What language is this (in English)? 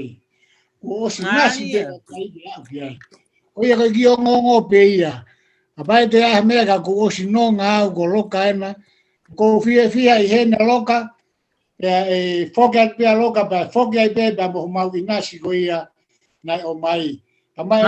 Tongan